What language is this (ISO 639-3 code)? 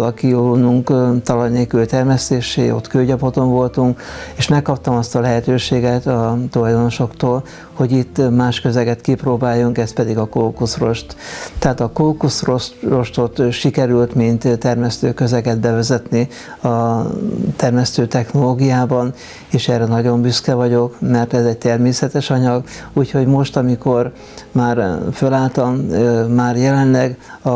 hun